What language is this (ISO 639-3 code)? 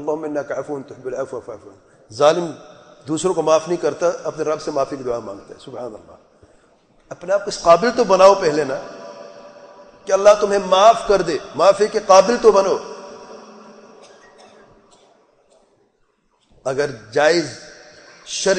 urd